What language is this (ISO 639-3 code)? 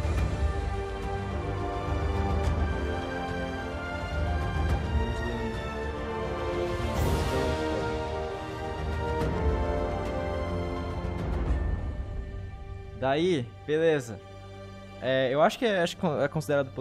por